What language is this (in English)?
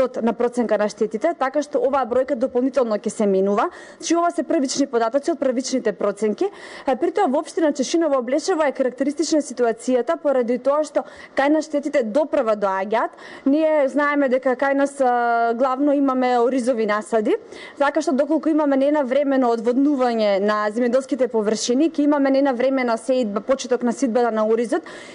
Macedonian